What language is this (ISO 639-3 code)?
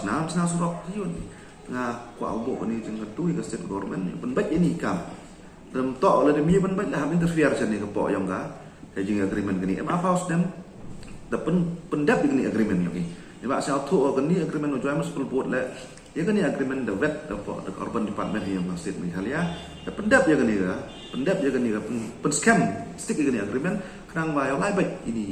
pbv